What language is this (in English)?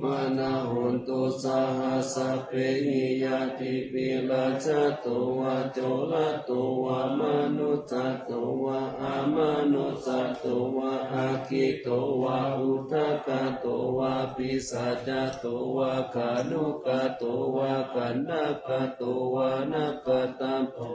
Pali